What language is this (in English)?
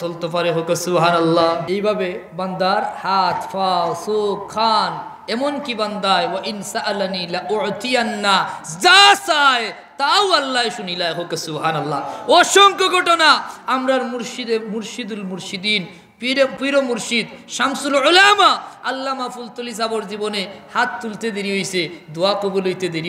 Sylheti